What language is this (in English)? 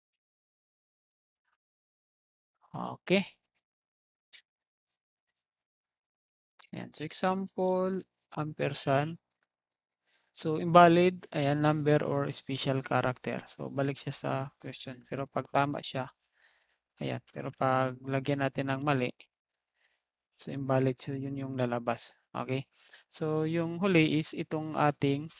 Filipino